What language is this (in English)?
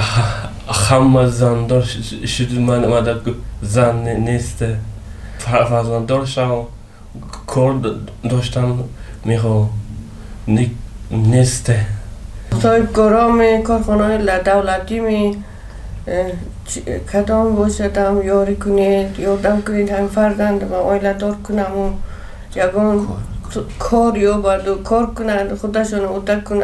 Tajik